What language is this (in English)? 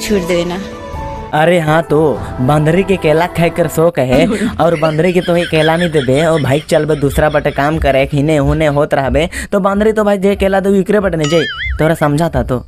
Sadri